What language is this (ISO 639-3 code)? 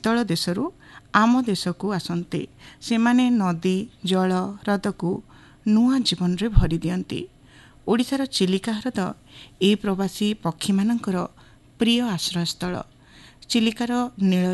ori